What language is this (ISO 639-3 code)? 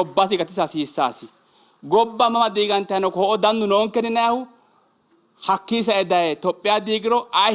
sid